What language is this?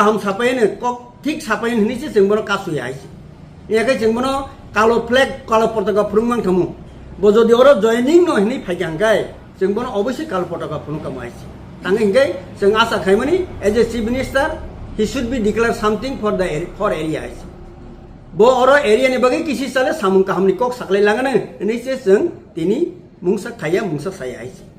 Kok Borok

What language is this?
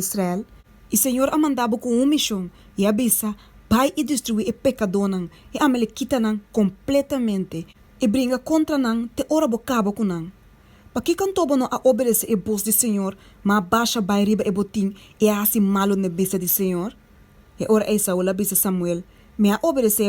Papiamento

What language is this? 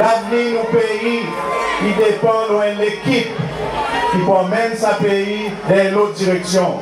Seselwa Creole French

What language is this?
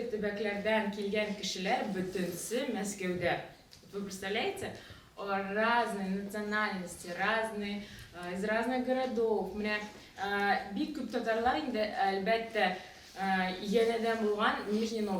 Tatar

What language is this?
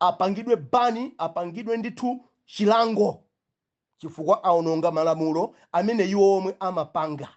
Nyanja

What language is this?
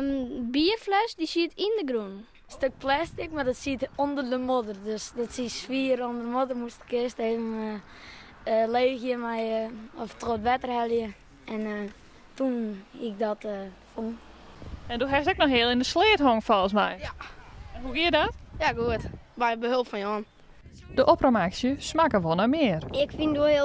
Western Frisian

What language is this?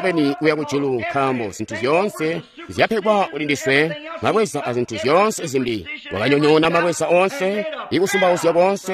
Tonga (Zambia)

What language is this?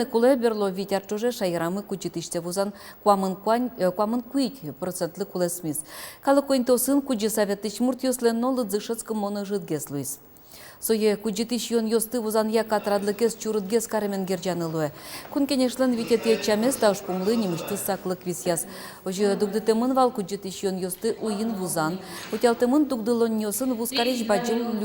Udmurt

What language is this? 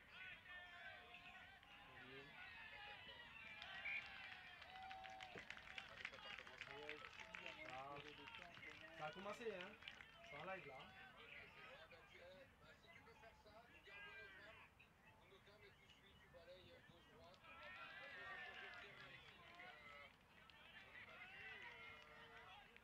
French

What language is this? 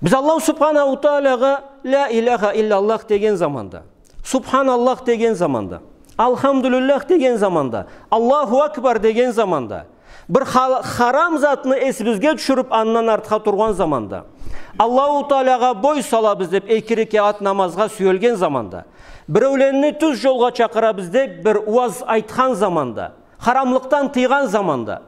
Karachay-Balkar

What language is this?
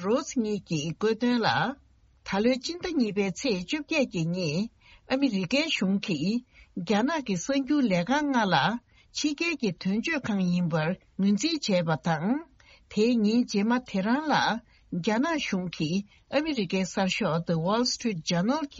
Tibetan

